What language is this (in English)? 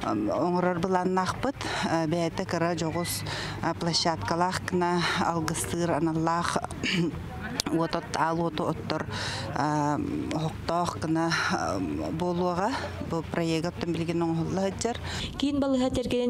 Yakut